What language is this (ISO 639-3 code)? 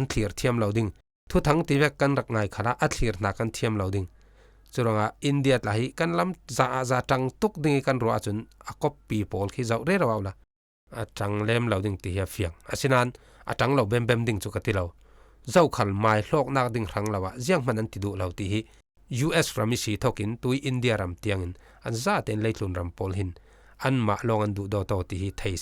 cfm